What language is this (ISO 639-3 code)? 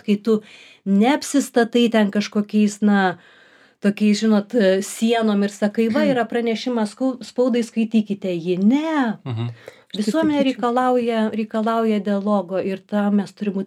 lit